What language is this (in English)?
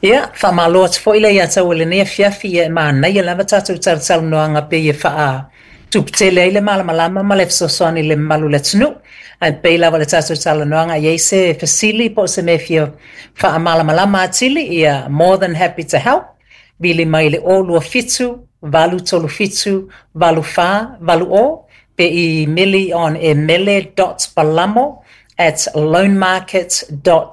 Samoan